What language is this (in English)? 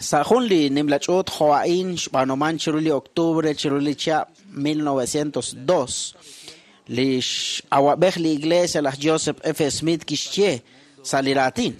Kekchí